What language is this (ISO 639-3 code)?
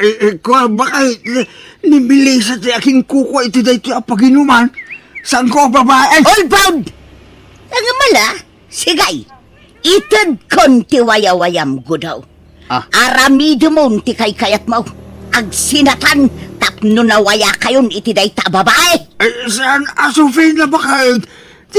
ilo